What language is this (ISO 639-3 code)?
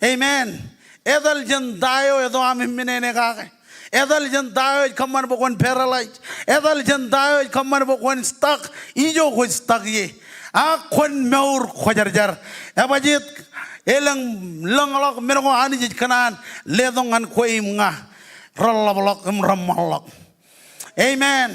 mah